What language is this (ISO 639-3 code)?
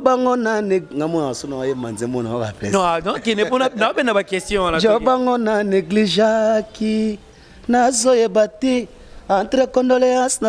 lin